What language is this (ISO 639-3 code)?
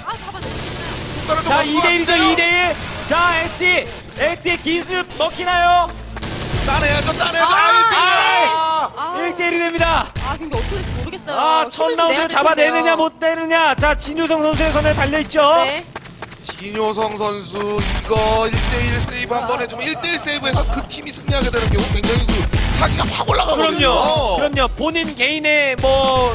kor